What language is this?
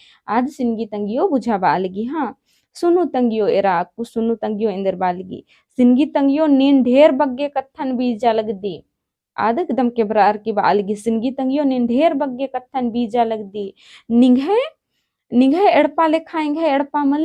Kurukh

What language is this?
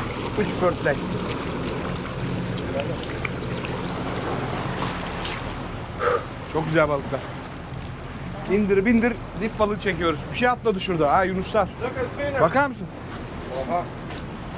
Turkish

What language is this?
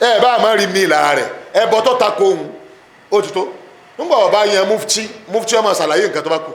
Yoruba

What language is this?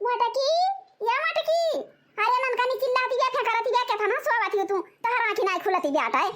Awadhi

